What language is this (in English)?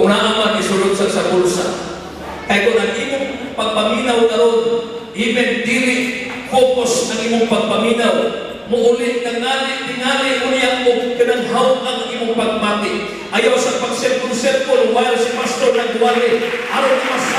Cebuano